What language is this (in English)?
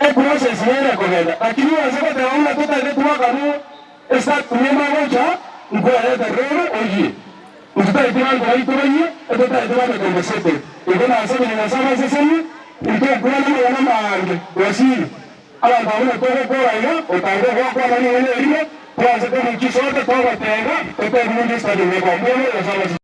Gusii